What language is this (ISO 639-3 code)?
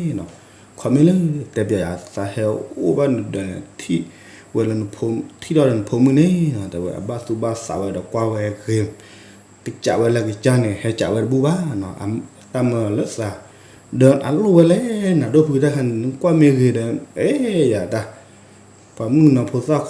ksw